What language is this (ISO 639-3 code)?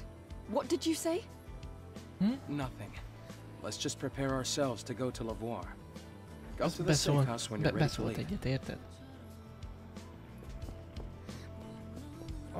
hun